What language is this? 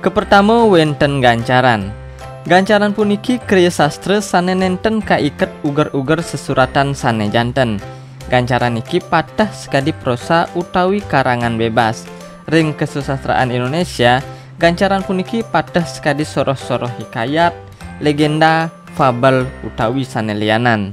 Balinese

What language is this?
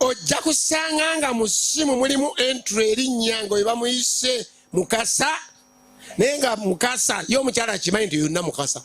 Ganda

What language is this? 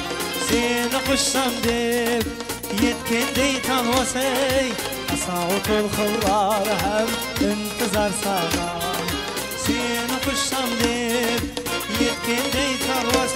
Kara-Kalpak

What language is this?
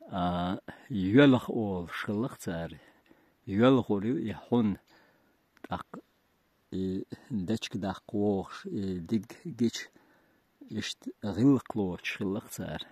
Chechen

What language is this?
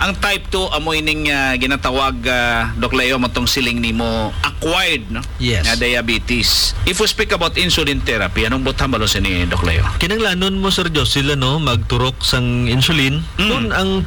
Hiligaynon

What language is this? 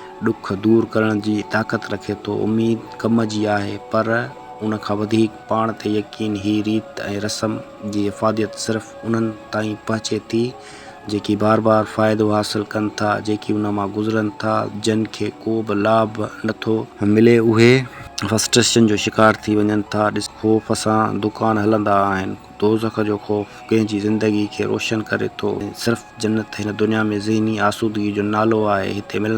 Sindhi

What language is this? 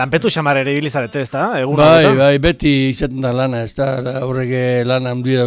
Basque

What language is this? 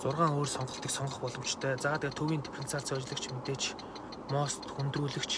Mongolian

